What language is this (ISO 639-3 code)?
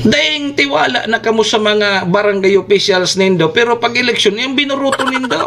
bik